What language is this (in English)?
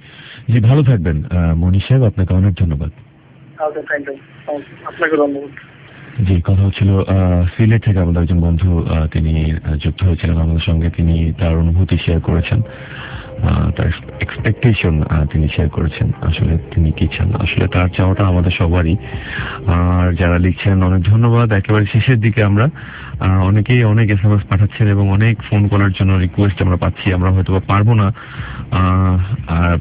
Bangla